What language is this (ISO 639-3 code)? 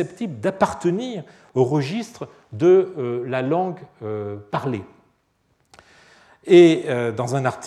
fra